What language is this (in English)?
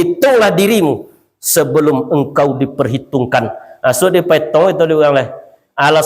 Minangkabau